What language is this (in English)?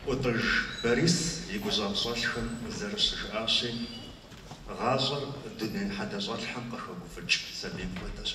Kabardian